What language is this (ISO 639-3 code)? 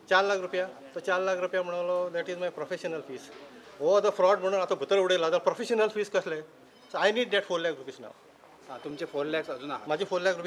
kok